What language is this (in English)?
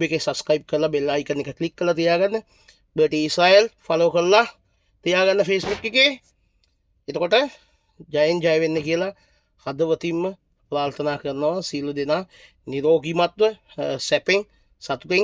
Sinhala